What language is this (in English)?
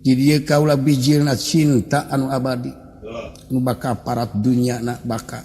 Sundanese